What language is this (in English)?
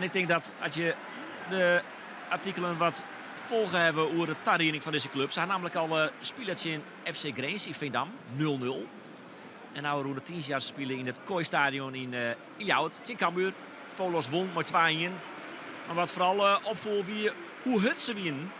Western Frisian